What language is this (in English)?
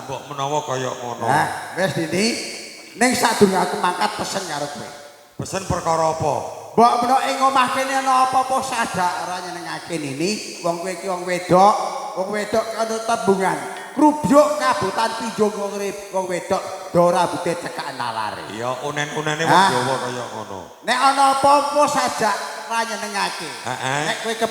Javanese